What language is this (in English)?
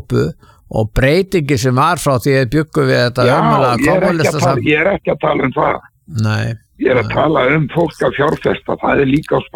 Icelandic